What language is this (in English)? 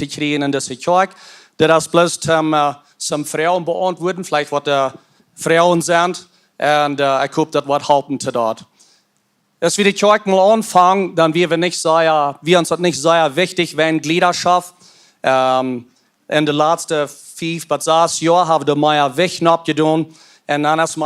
Plautdietsch